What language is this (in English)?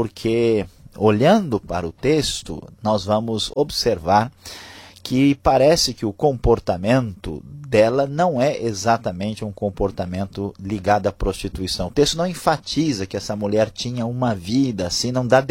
Portuguese